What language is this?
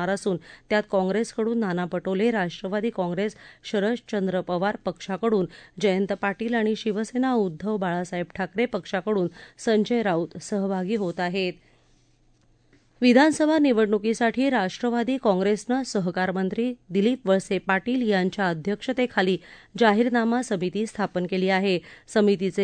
Marathi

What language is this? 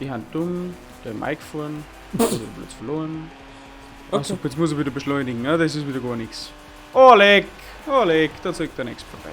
Bavarian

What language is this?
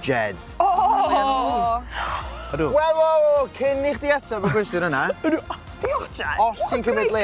Welsh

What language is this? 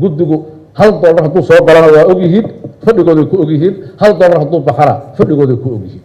Somali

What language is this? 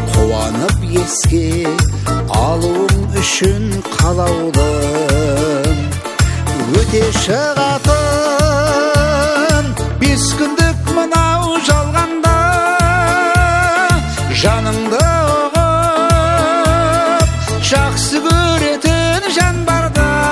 Kazakh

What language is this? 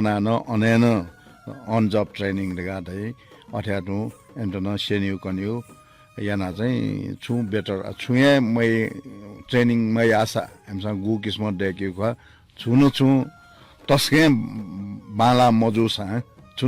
Newari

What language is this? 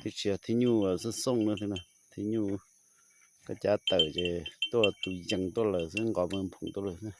Hmong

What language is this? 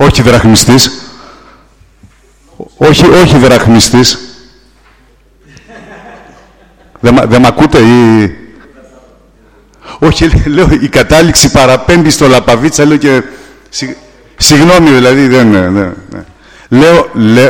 Greek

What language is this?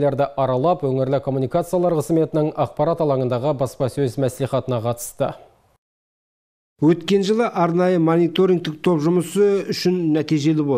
Kazakh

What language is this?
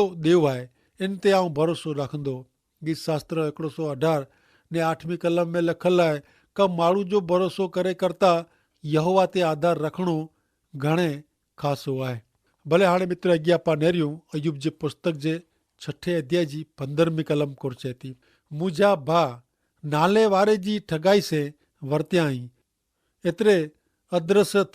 Kachhi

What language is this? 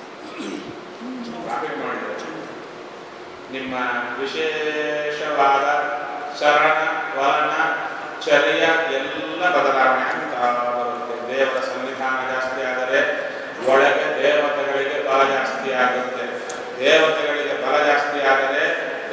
Kannada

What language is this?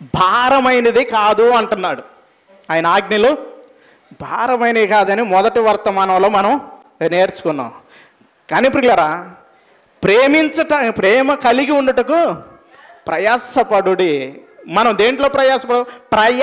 Telugu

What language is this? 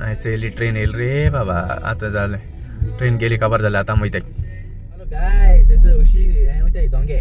Konkani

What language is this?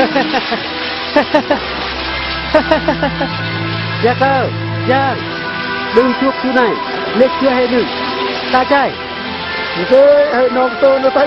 Eastern Bru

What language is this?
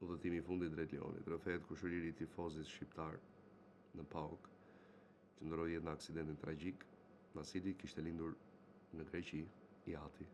Albanian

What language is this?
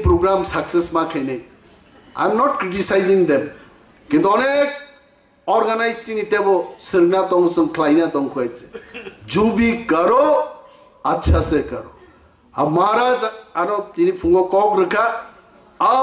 Kok Borok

